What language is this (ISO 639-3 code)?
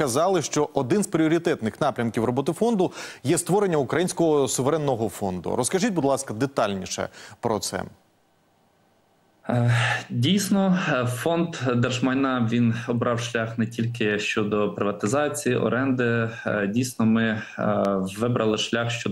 ukr